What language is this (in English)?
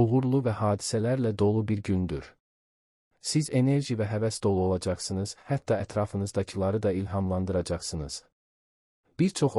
Azerbaijani